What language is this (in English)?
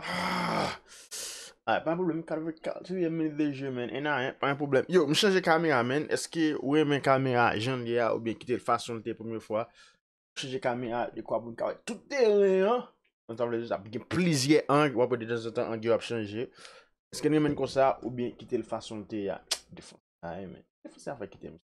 Haitian Creole